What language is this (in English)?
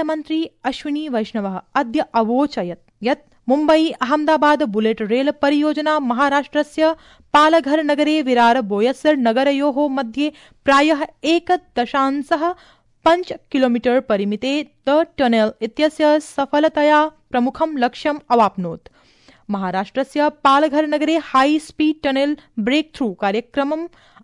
Sanskrit